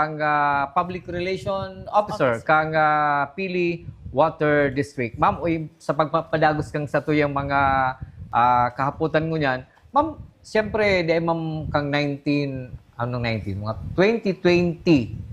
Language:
Bikol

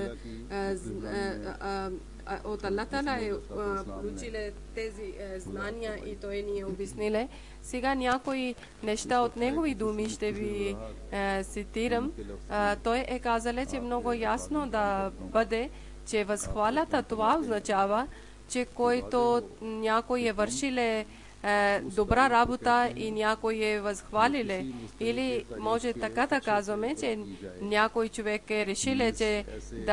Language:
Bulgarian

